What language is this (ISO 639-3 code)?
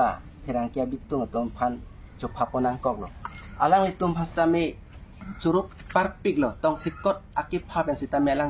mjw